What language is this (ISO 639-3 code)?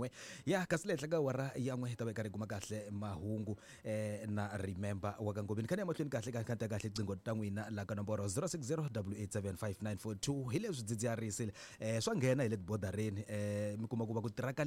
tso